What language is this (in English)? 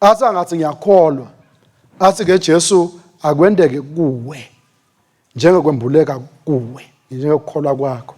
Swati